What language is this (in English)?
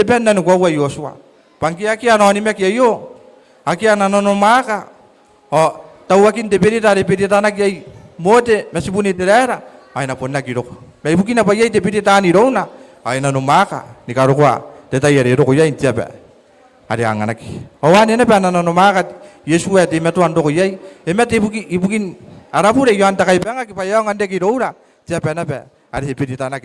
Gilbertese